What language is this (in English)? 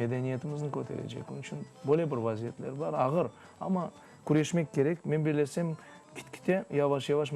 Crimean Tatar